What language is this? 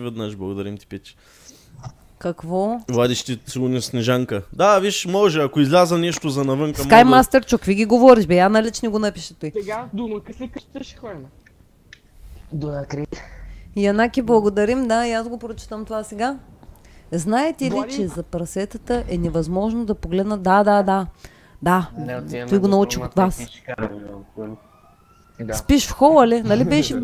Bulgarian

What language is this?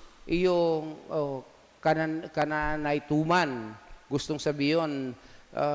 Bikol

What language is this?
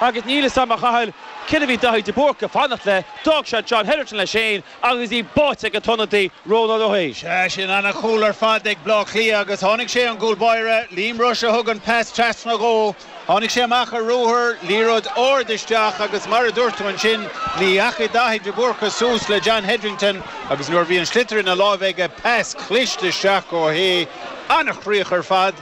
Irish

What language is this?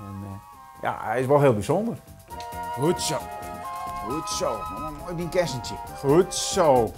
Western Frisian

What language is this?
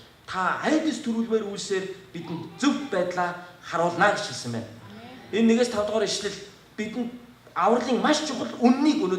Mongolian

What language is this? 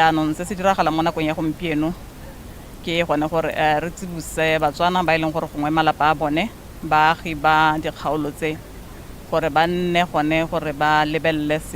Tswana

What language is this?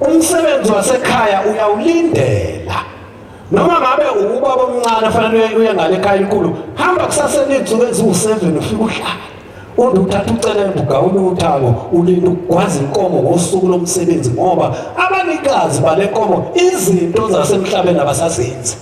Zulu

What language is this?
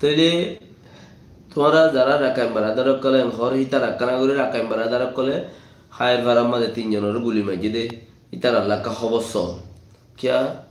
Rohingya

